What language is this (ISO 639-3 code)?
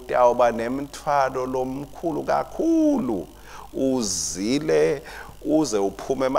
ssw